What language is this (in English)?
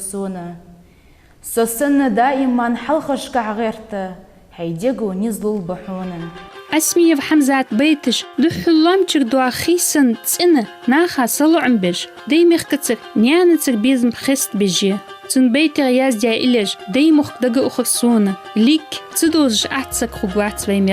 Ingush